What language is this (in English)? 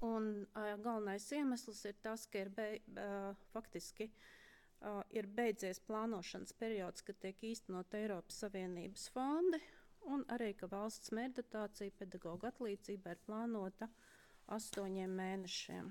Latvian